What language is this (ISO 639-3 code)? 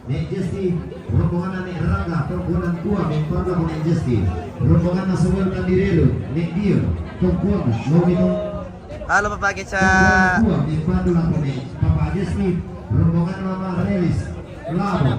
sda